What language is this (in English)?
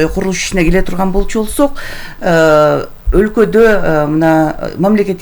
Kyrgyz